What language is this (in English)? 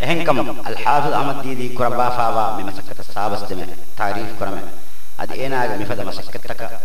Divehi